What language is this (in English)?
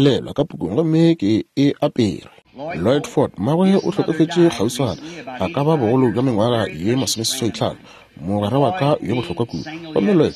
Northern Sotho